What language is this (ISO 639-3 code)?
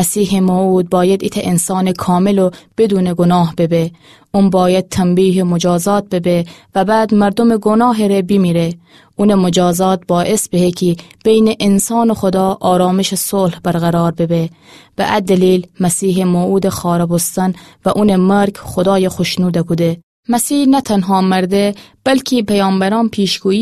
glk